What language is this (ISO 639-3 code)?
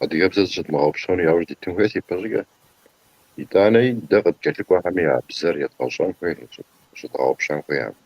kbd